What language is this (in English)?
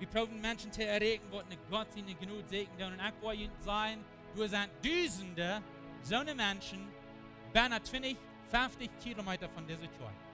Plautdietsch